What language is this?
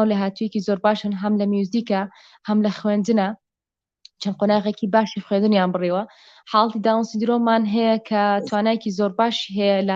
Central Kurdish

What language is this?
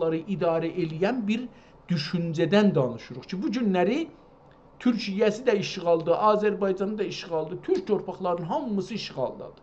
South Azerbaijani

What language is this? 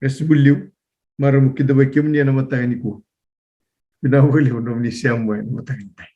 Fijian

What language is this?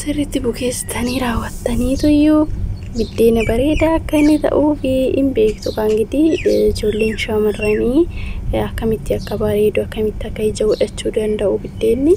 Oromo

